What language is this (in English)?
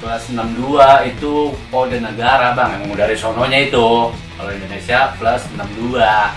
Betawi